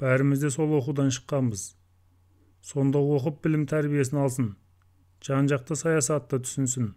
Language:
Kazakh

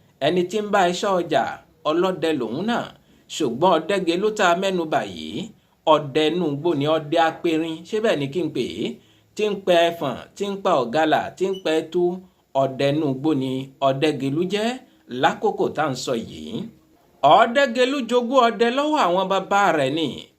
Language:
Yoruba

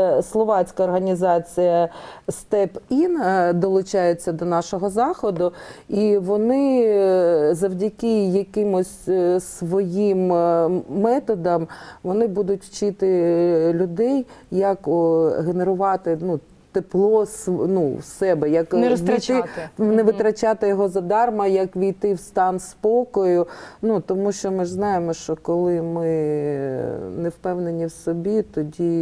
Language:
Ukrainian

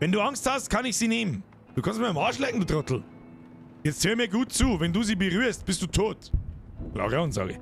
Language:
Bavarian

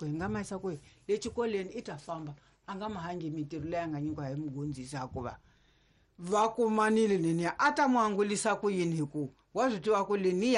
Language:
Tsonga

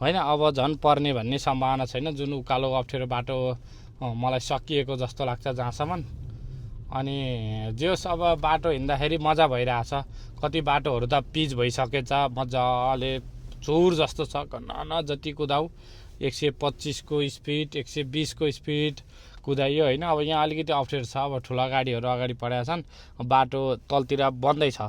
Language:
Nepali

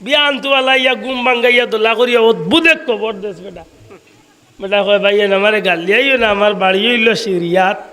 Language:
Sylheti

